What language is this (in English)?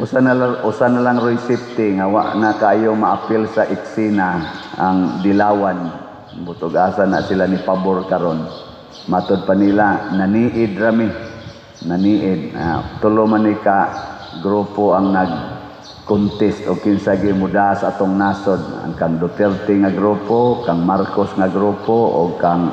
Cebuano